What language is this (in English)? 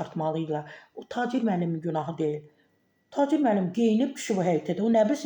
Azerbaijani